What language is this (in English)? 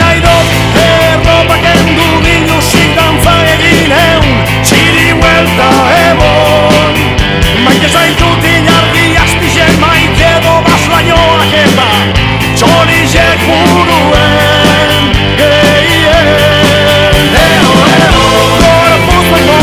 Basque